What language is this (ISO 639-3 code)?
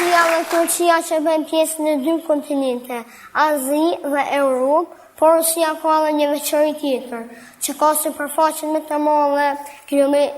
sqi